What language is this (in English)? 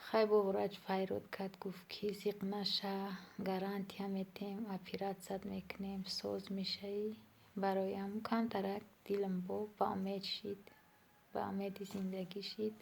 Tajik